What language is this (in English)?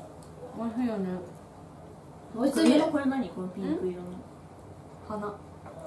Japanese